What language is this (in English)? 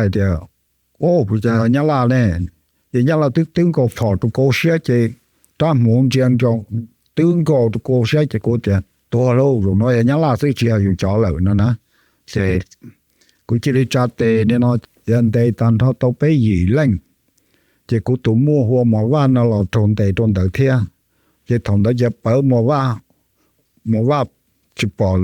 Hmong